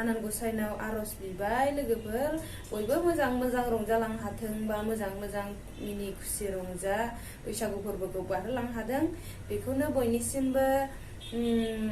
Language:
Bodo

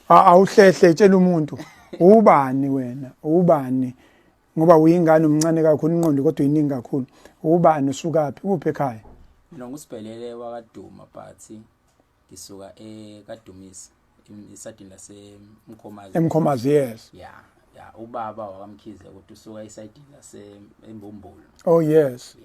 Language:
Zulu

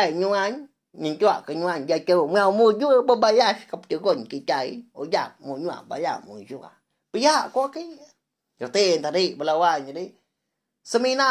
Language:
Iban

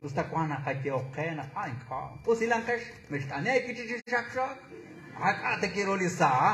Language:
Kekchí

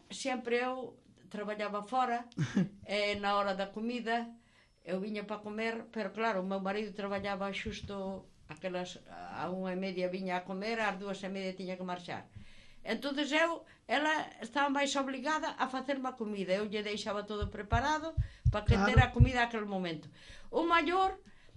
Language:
Galician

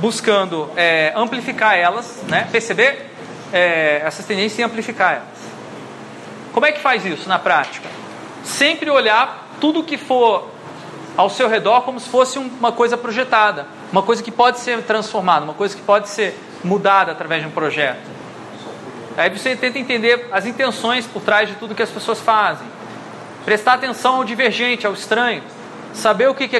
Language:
Portuguese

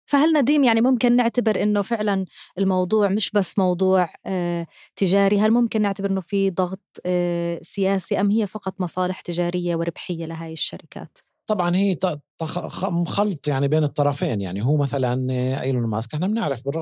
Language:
North Levantine Arabic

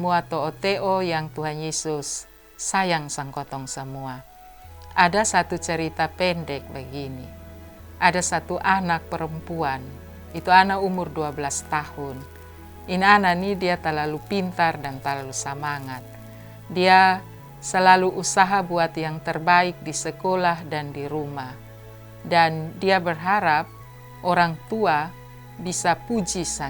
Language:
Kupang Malay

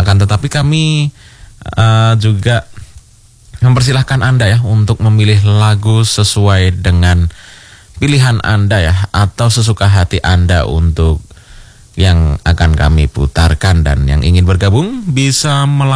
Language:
Indonesian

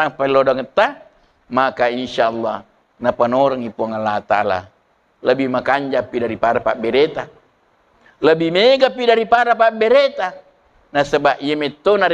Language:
Buginese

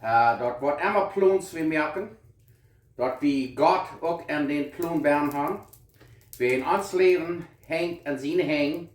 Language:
Plautdietsch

